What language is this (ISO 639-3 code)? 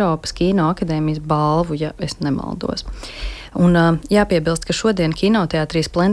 lav